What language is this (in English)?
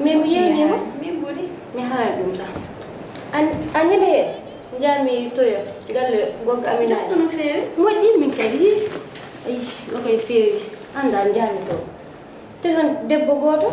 Fula